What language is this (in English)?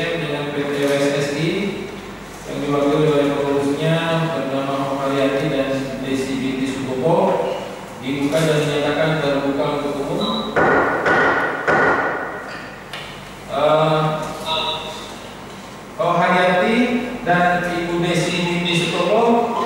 Indonesian